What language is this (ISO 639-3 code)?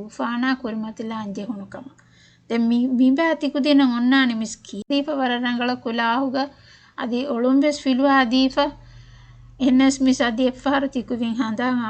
div